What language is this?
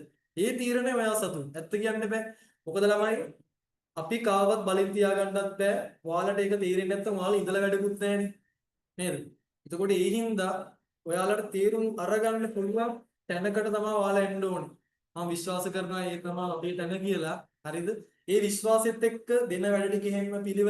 Sinhala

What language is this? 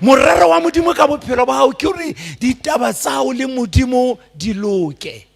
Southern Sotho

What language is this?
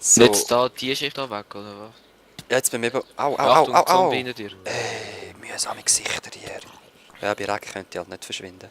Swiss German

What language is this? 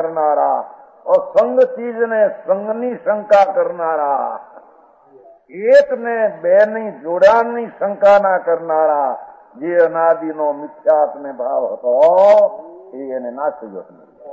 Gujarati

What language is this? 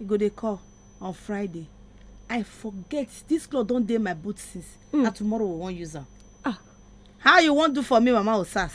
Nigerian Pidgin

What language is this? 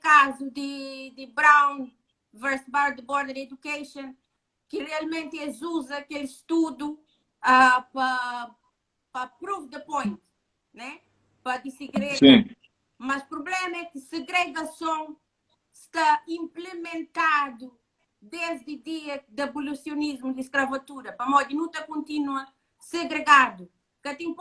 Kabuverdianu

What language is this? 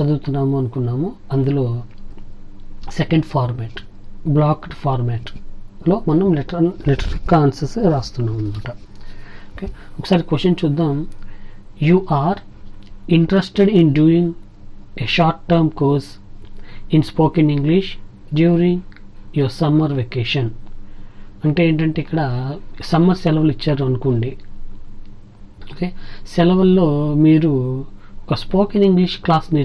Telugu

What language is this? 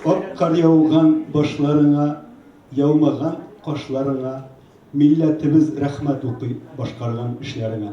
Tatar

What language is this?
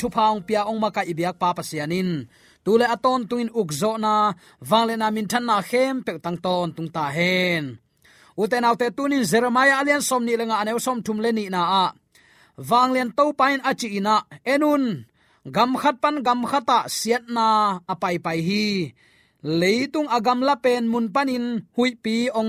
Tedim Chin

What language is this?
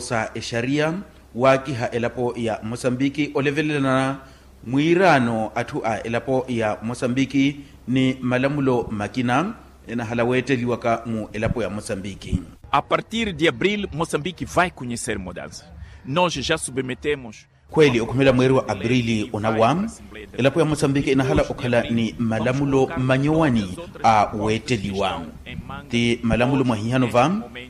Makhuwa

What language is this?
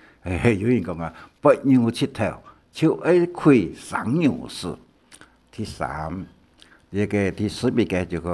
Hakka Chinese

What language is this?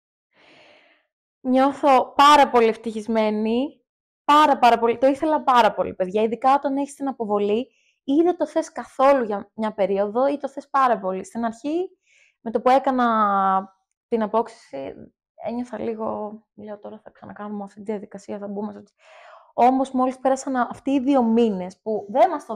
Greek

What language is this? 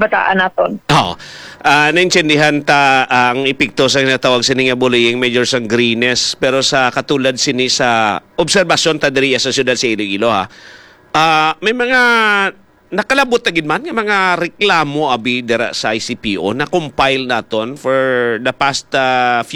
Hiligaynon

